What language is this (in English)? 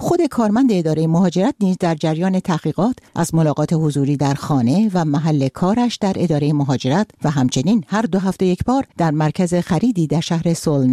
Persian